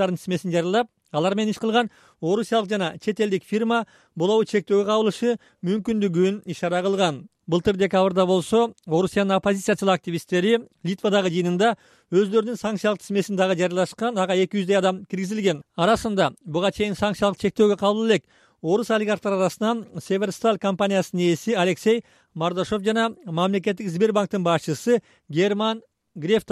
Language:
Kyrgyz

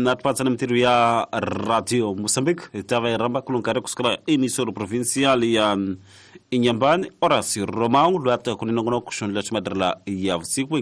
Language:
Tsonga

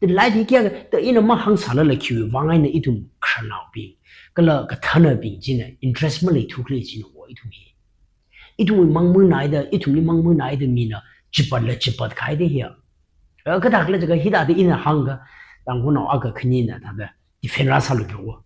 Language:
Tangkhul Naga (India)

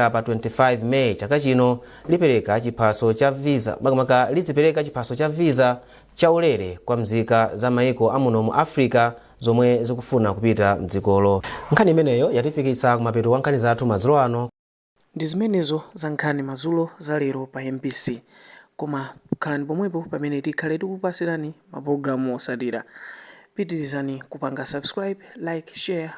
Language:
Nyanja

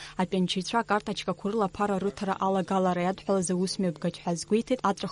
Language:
Abkhazian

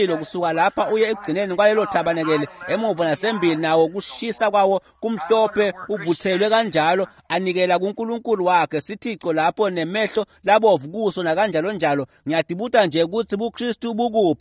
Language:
Swati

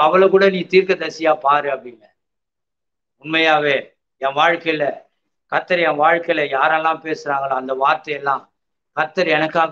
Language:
Tamil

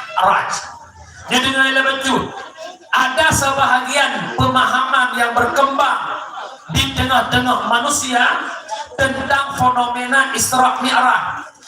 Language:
Achinese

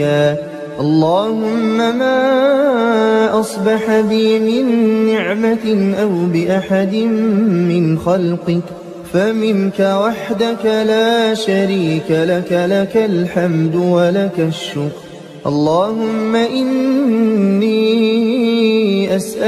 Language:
Arabic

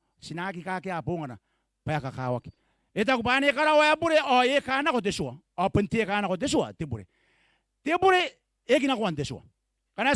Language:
Gilbertese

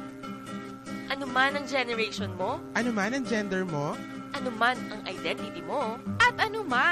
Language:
Filipino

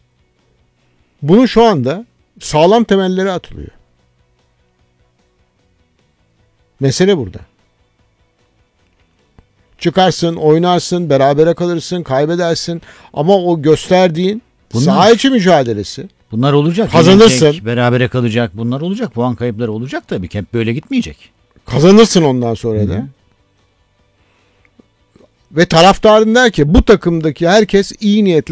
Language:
Turkish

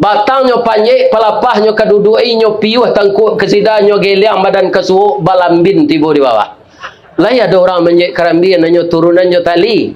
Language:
Minangkabau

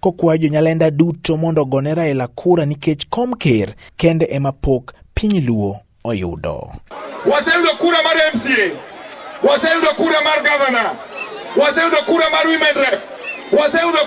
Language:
Luo (Kenya and Tanzania)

